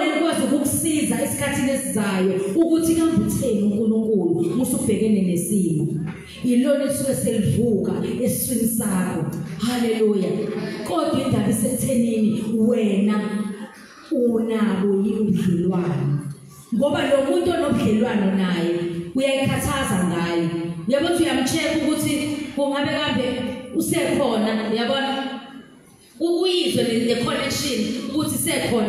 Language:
Zulu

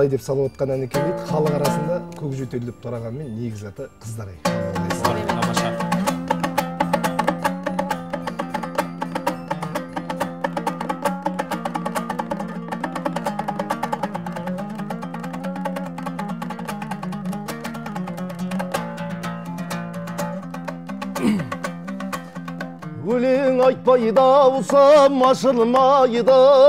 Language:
Kazakh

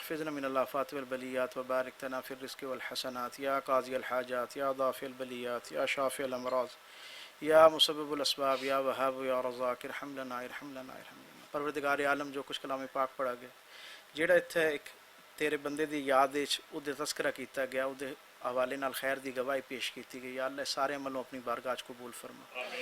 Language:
Western Panjabi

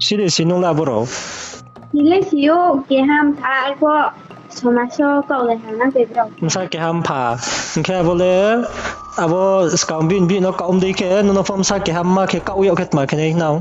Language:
Riang (India)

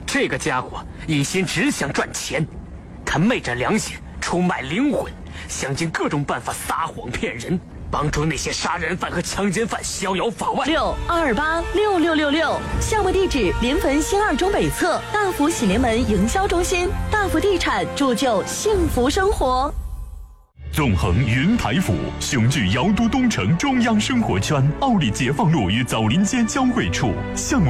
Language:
Chinese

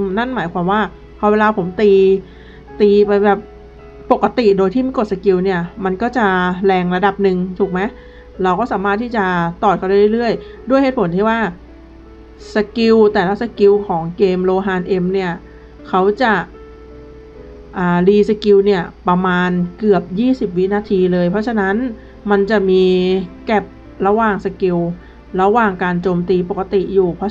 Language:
Thai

